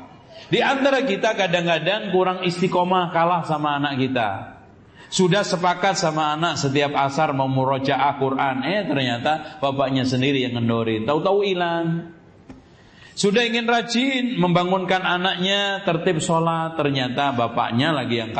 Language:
Indonesian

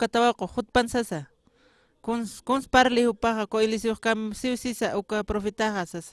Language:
Aymara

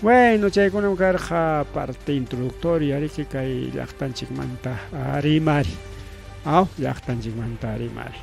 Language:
Ayacucho Quechua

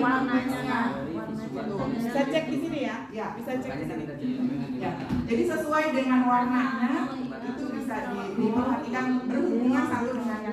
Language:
Indonesian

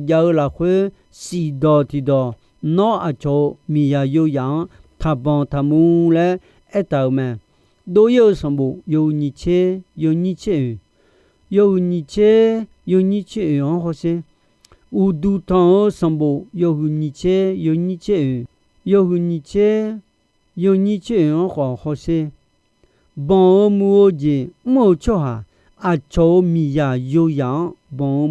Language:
Akha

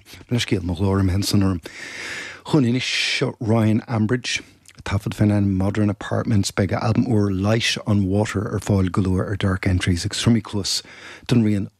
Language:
Irish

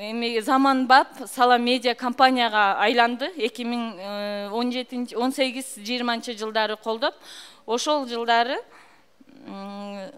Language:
Kyrgyz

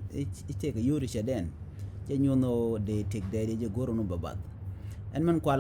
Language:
Nuer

